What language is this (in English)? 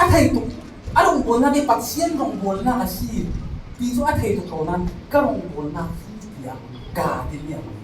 Falam Chin